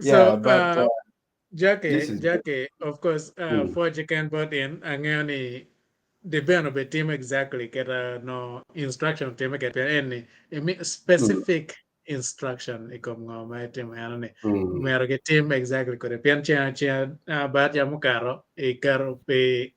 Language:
Acoli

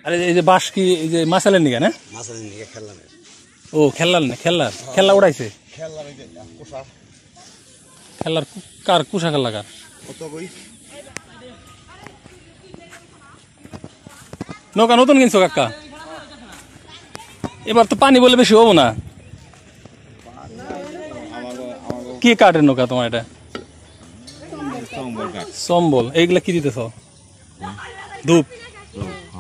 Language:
Bangla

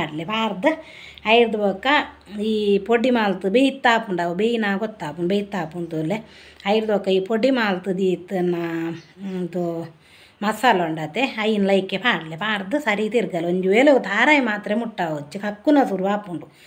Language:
Tulu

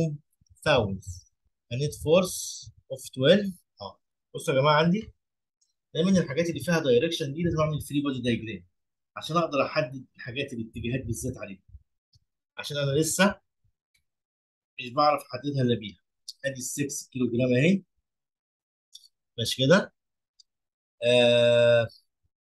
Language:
Egyptian Arabic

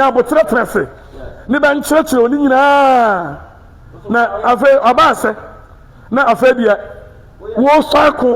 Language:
Akan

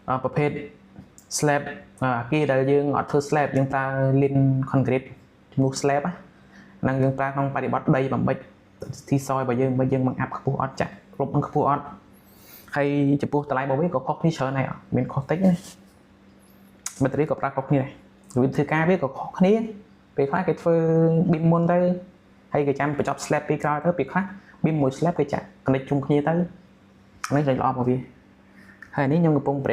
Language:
Khmer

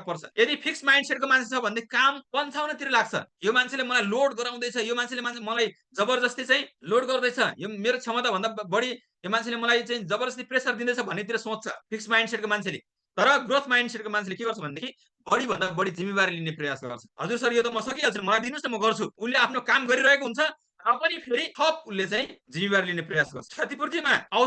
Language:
Nepali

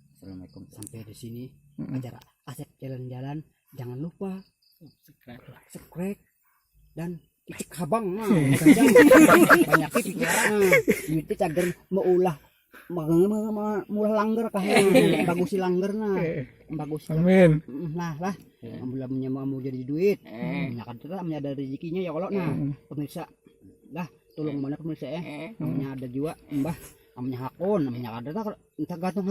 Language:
Banjar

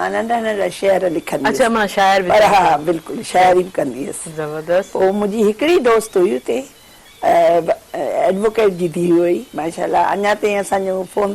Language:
Sindhi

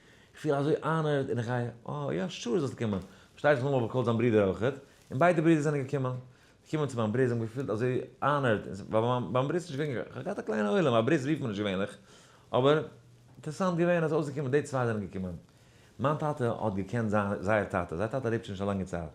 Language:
Yiddish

